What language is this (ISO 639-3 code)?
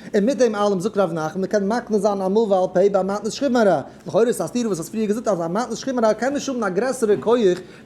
yid